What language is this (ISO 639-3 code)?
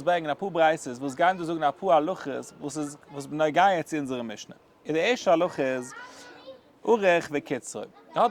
yid